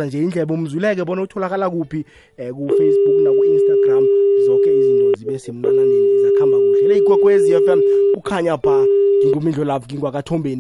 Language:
South Ndebele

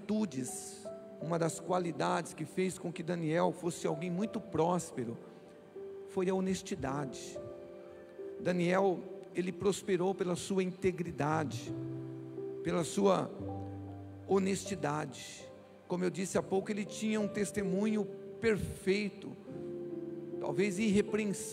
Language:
Portuguese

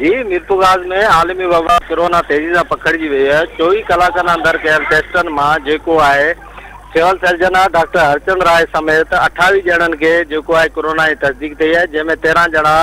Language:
Sindhi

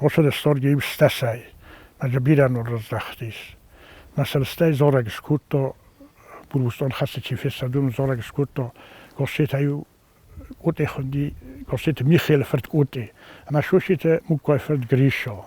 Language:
Ossetic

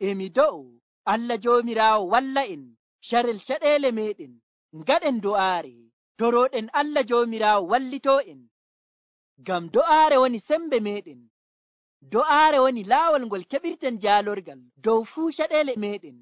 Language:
Nigerian Fulfulde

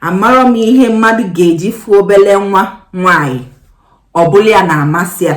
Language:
Igbo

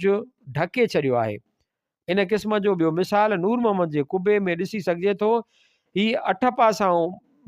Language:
Sindhi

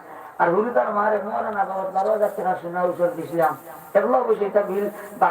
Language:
Sylheti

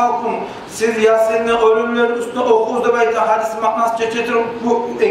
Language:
Kumyk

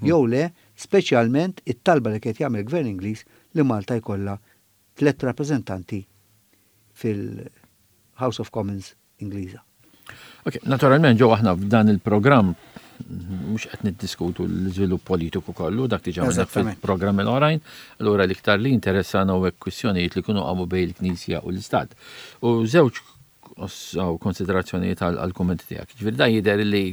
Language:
Maltese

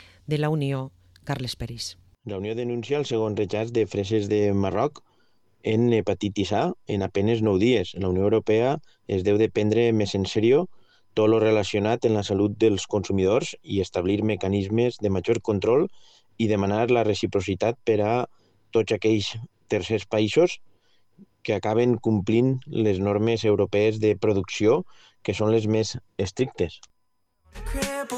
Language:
Catalan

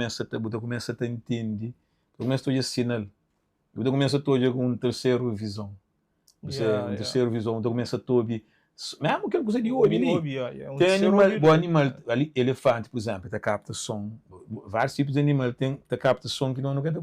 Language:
Kabuverdianu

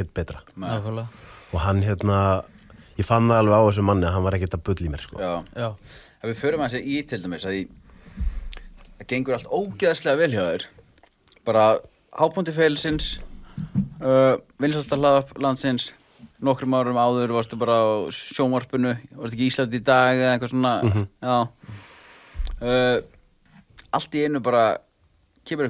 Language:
Icelandic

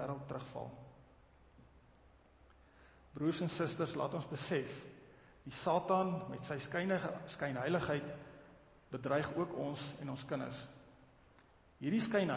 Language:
Afrikaans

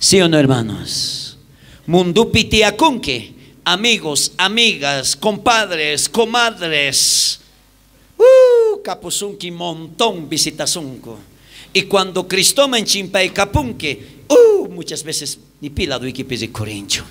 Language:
South Bolivian Quechua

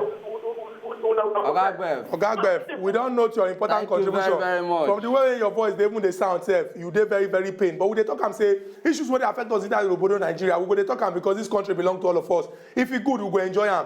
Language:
Nigerian Pidgin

